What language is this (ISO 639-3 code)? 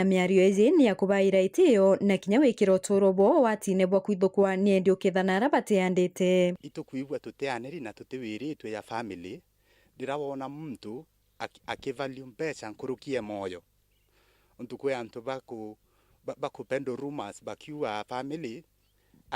mer